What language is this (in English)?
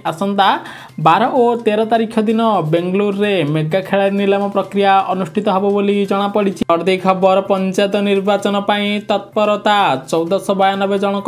Odia